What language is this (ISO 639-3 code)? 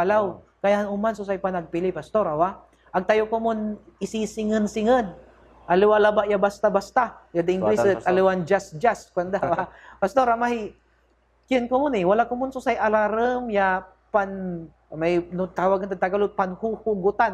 pag